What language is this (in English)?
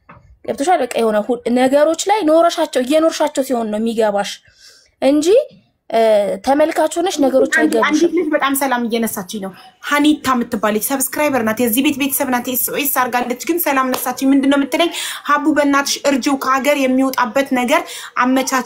Amharic